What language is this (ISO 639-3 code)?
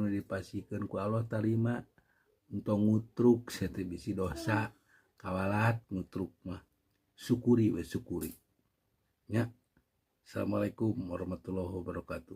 sun